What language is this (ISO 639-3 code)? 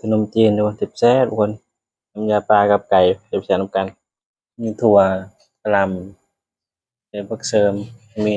tts